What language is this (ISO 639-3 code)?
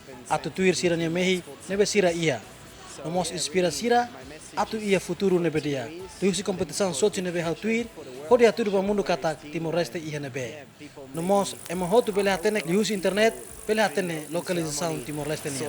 tet